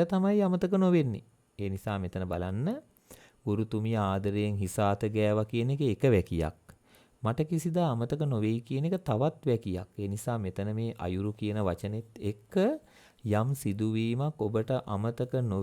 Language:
Sinhala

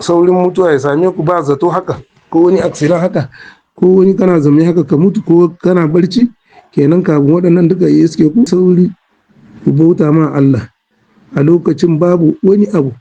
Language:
Hausa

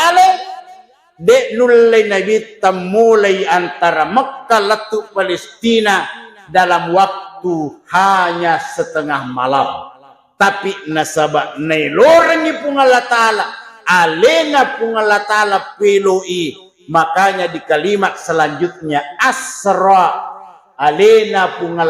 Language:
Buginese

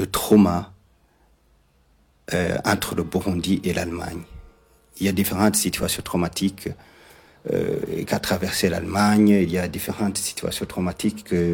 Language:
French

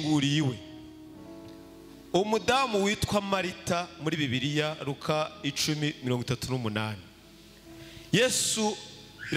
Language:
Kinyarwanda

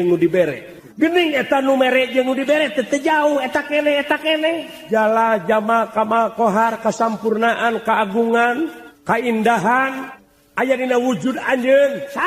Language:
Sundanese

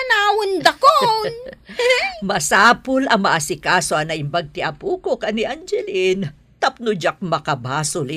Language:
Iloko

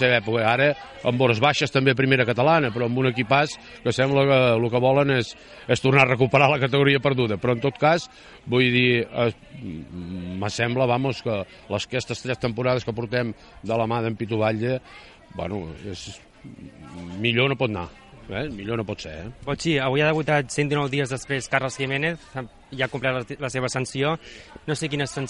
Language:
Catalan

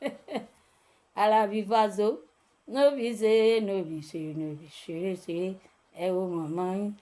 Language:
Yoruba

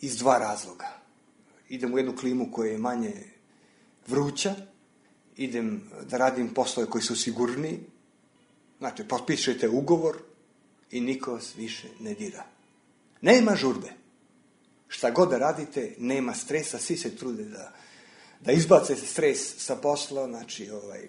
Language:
Serbian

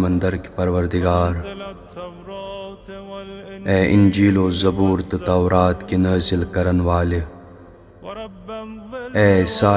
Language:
Kashmiri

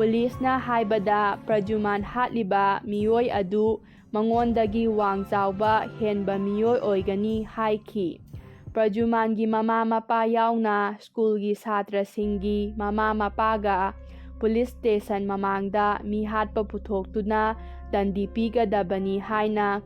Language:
Manipuri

